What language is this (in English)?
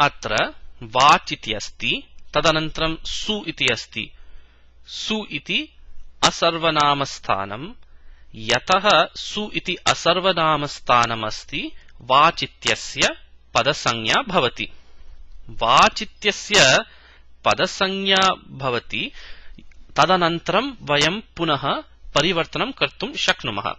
Sanskrit